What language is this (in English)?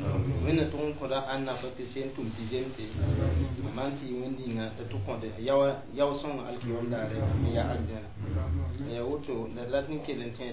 Mossi